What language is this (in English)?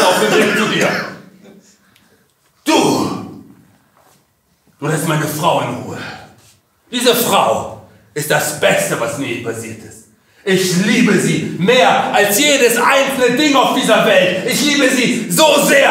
German